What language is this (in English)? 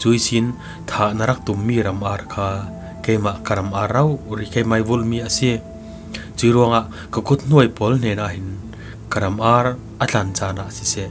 Falam Chin